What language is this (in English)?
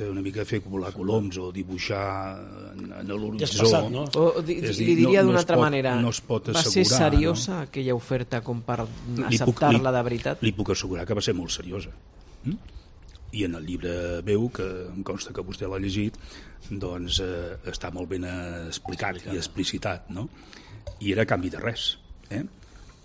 Catalan